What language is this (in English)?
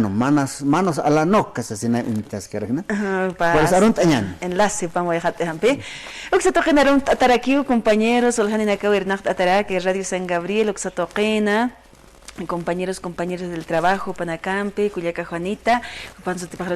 Aymara